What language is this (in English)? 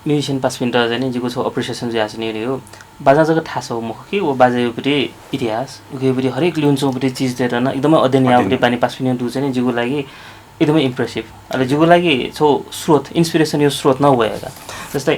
Newari